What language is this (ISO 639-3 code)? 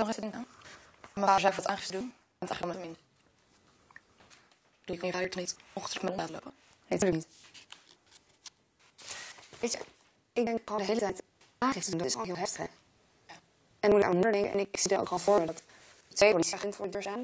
nld